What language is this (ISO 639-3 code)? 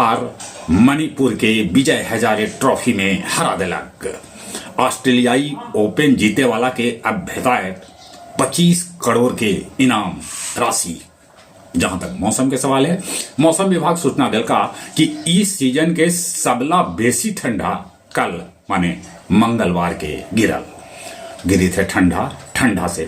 mag